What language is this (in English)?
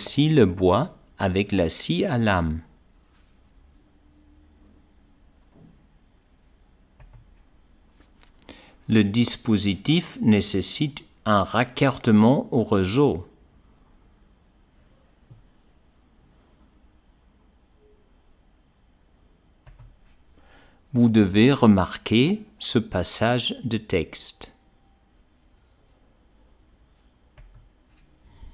French